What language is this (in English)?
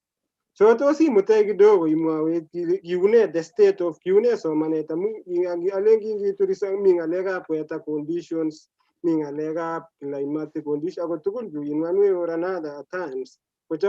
Kalenjin